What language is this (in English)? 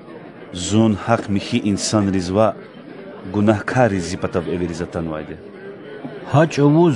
Lezghian